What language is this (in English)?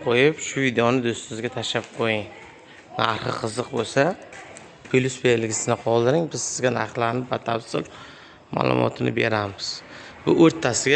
Uzbek